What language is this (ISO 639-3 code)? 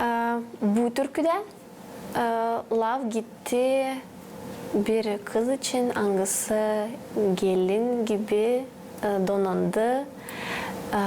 gag